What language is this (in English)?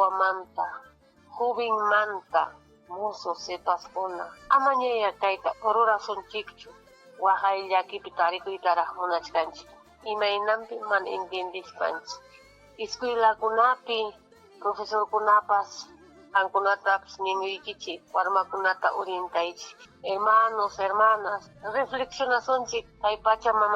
Ayacucho Quechua